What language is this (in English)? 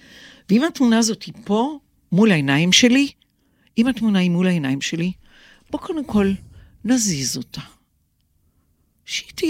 Hebrew